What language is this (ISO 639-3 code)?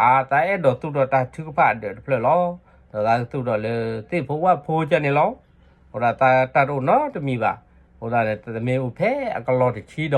ksw